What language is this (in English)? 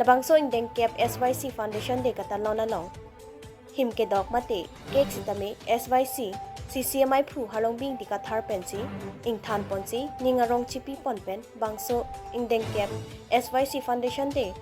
Karbi